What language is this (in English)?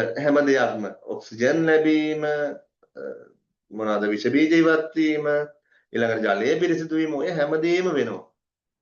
Sinhala